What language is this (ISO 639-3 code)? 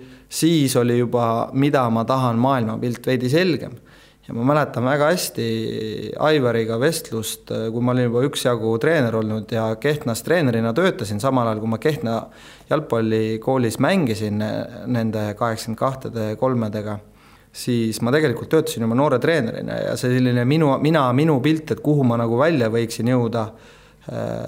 est